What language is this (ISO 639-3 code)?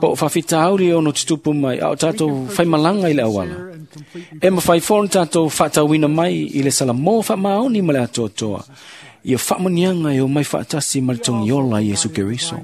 smo